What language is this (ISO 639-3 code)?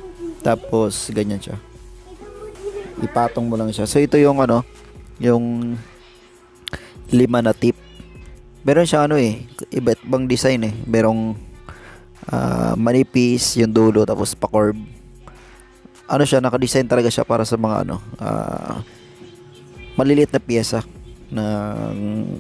fil